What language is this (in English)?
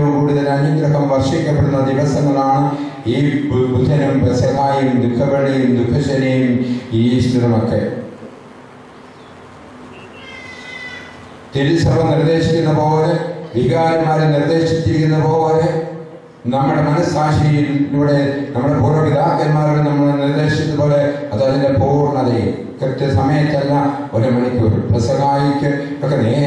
Malayalam